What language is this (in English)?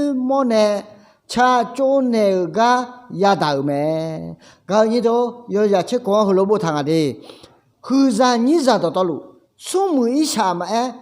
Akha